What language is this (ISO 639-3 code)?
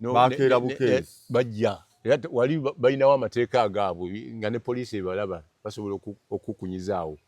lug